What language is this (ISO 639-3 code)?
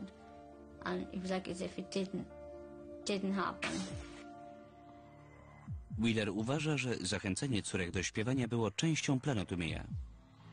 pol